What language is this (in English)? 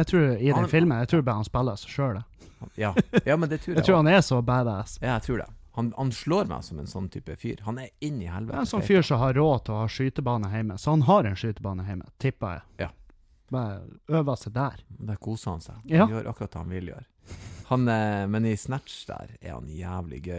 Norwegian